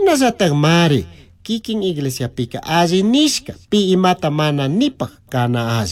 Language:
Chimborazo Highland Quichua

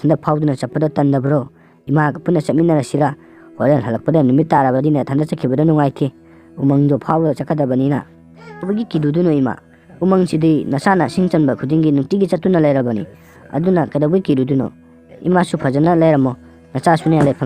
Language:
Manipuri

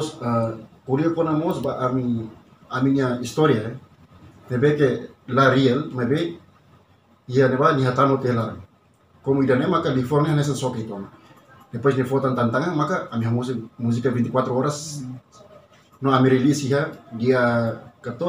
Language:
Tetum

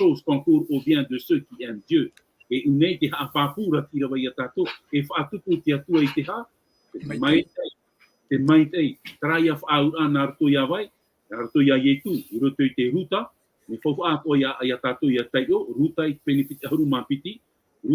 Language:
Tahitian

